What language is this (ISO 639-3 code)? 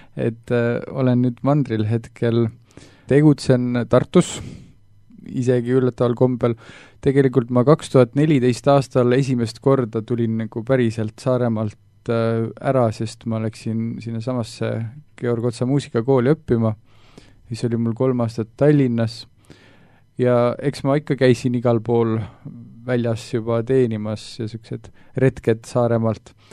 est